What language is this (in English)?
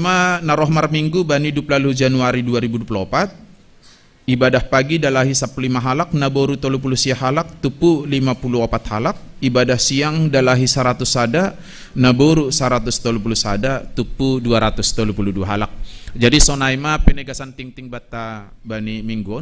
Batak Simalungun